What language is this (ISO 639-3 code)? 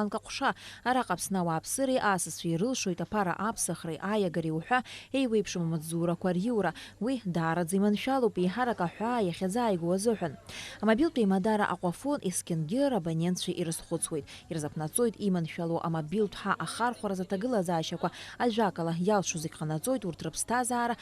abk